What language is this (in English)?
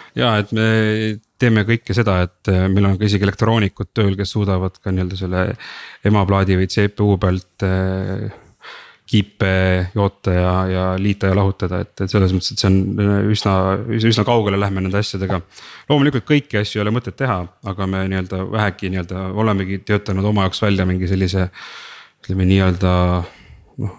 Estonian